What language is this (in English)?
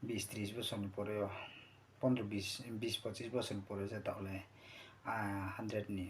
Riang (India)